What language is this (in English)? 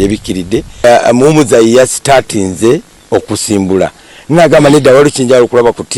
Ganda